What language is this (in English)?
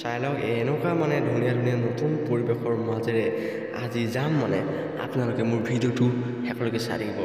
Assamese